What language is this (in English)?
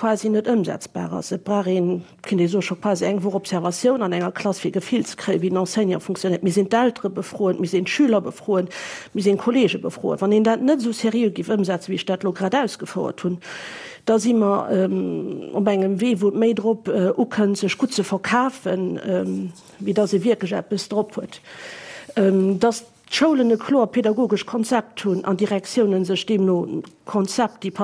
Luxembourgish